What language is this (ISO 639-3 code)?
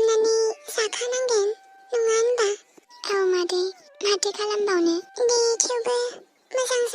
brx